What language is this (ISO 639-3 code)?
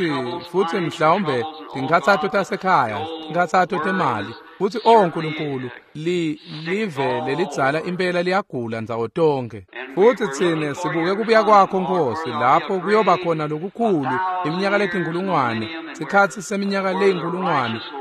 ssw